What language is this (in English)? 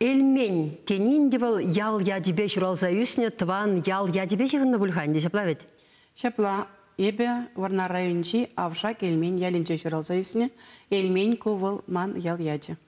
Chuvash